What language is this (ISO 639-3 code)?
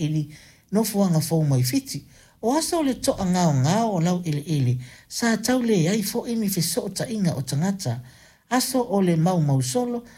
smo